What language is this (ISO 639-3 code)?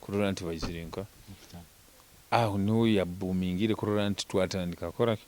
nyo